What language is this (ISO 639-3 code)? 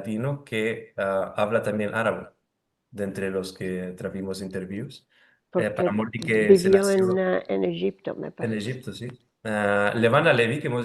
lad